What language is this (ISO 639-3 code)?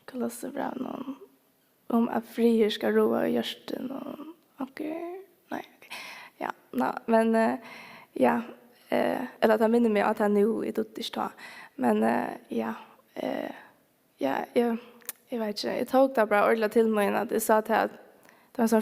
fao